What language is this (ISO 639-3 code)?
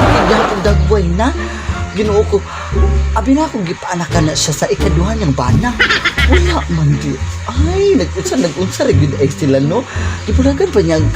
ceb